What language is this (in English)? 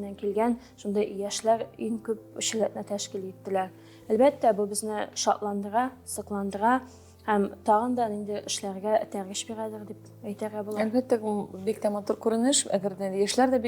Tatar